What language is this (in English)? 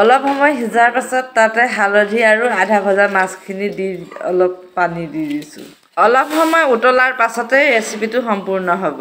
Assamese